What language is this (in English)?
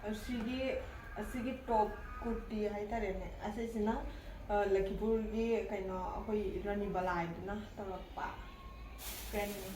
Manipuri